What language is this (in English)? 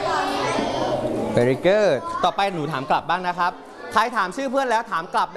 Thai